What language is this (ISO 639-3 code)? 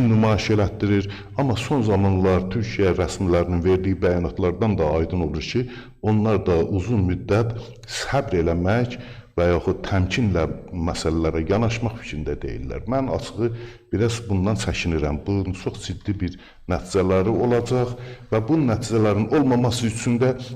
aze